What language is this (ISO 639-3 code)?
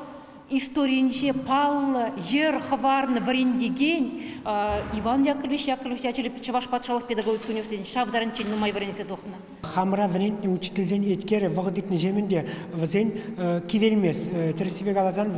chv